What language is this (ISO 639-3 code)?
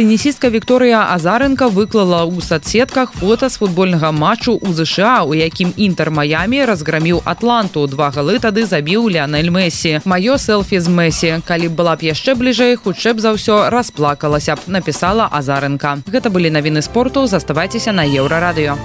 bel